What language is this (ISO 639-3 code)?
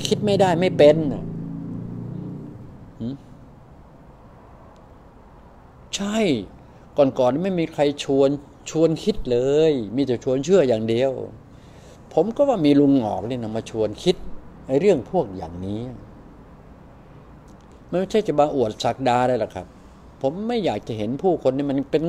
tha